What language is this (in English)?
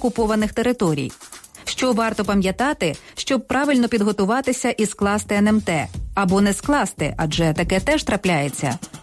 Ukrainian